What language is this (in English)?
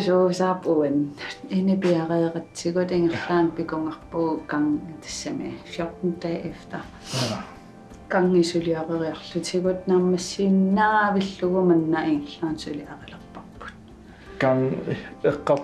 Kalaallisut